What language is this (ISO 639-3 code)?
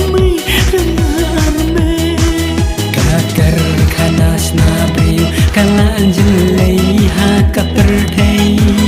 kha